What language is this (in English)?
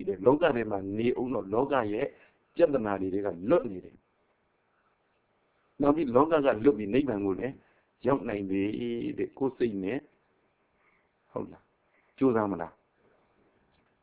Burmese